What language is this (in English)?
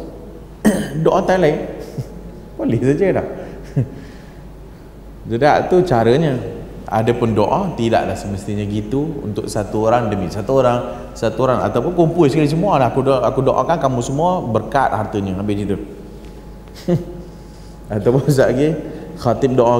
Malay